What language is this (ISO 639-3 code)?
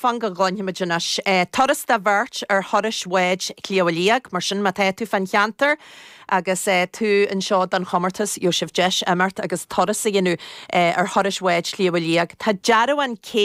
gle